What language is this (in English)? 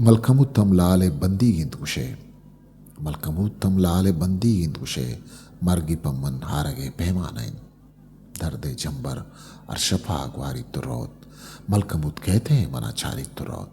Eastern Balochi